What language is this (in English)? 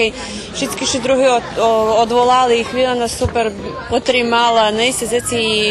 Rusyn